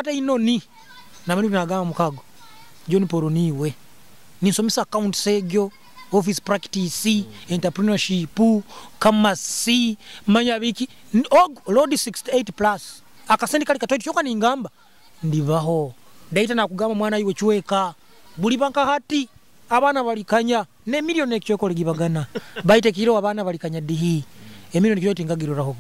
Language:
Nyoro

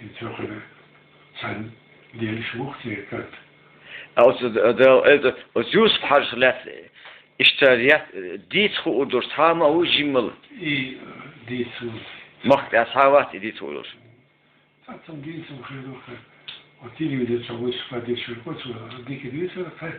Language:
Chechen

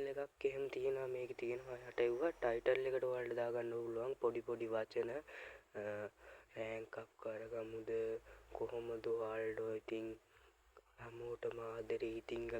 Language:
Sinhala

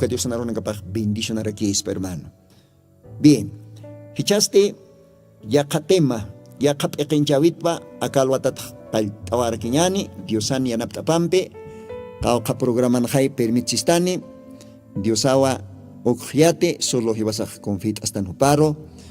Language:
Aymara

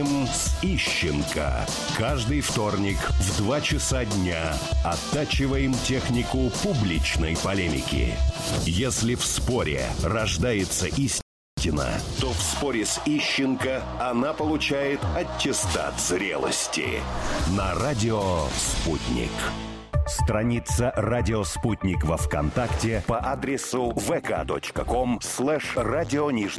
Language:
Russian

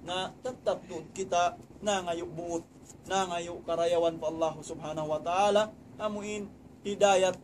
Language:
Tausug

